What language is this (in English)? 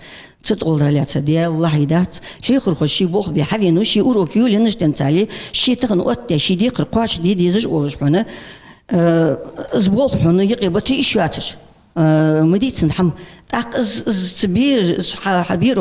Ingush